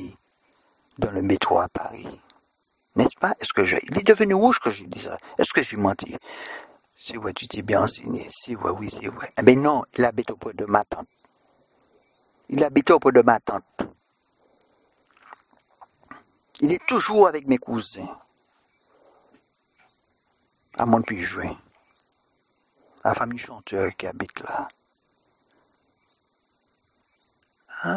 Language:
French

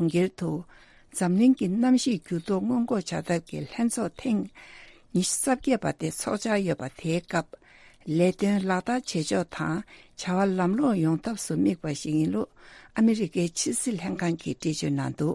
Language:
Tibetan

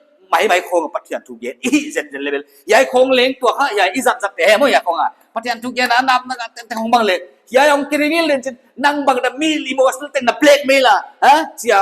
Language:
Paite Chin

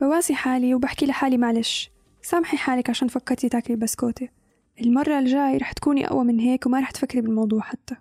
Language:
North Levantine Arabic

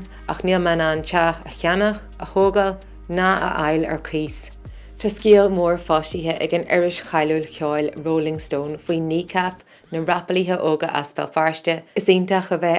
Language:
Irish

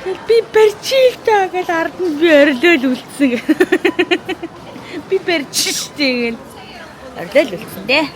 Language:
Mongolian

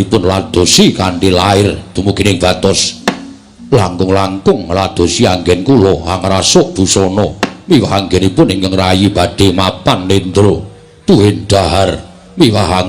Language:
Javanese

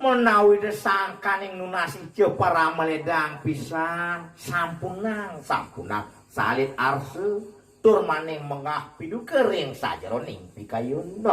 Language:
Balinese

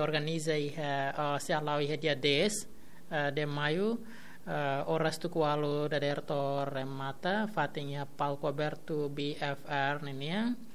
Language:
Tetum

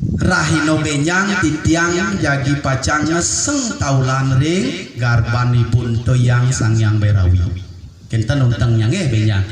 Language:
Balinese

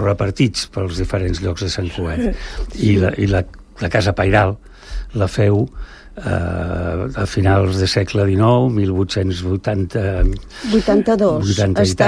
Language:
Catalan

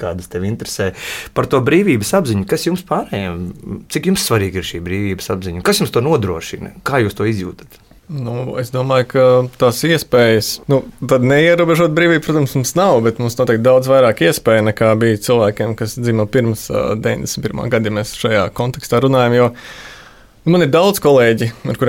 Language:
Latvian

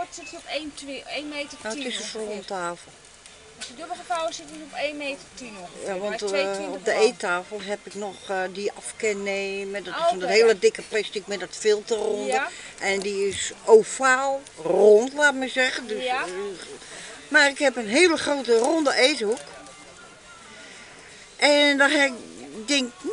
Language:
Dutch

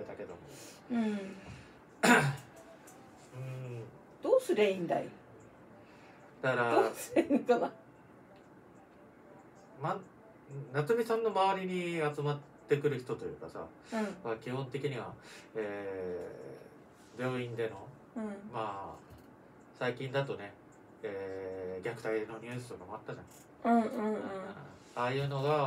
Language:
Japanese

